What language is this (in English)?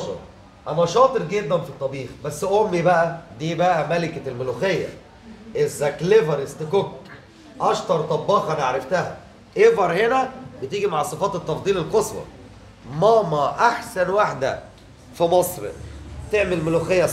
Egyptian Arabic